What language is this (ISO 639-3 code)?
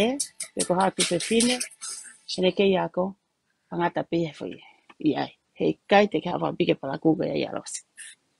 ton